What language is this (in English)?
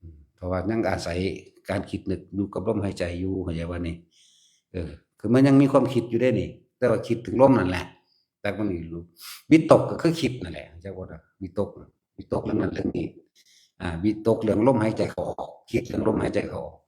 Northeastern Thai